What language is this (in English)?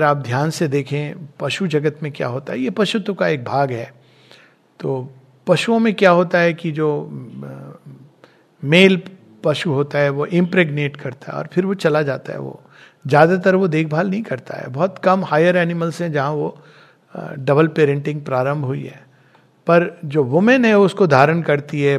Hindi